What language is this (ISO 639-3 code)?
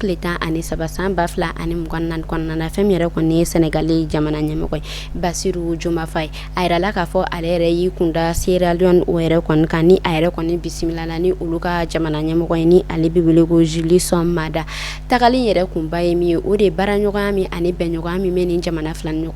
bam